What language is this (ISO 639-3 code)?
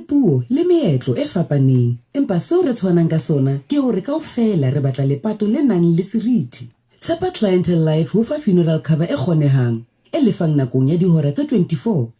sot